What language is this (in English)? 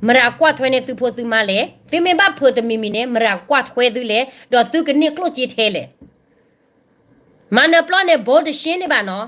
S'gaw Karen